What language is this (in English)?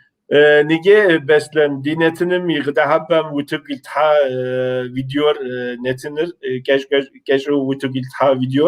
Kabardian